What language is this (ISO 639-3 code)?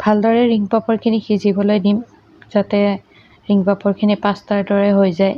asm